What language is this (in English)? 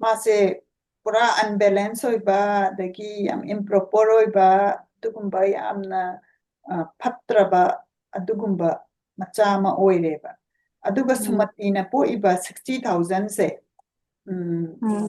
Manipuri